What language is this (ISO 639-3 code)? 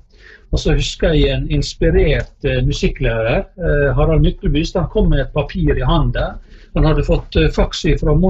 nor